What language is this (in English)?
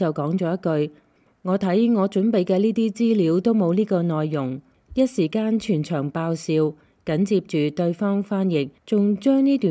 Cantonese